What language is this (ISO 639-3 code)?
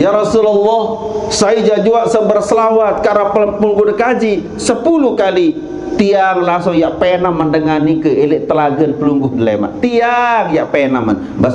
sas